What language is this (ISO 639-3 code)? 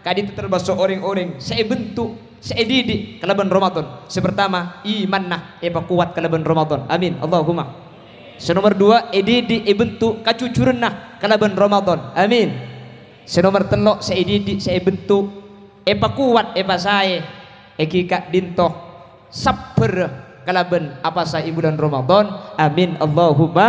mad